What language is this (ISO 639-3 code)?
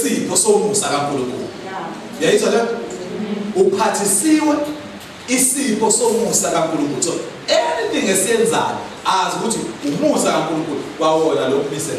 zul